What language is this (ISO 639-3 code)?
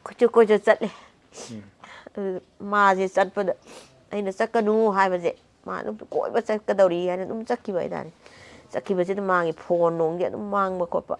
mni